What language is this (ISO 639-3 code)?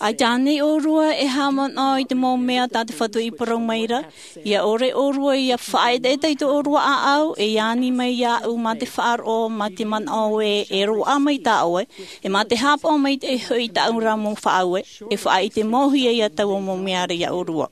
tah